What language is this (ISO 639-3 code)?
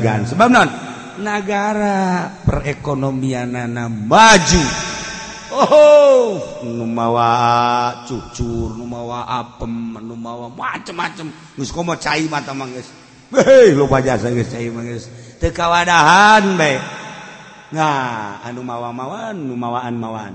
sun